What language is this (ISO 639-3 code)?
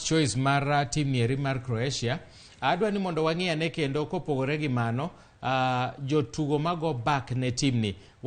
luo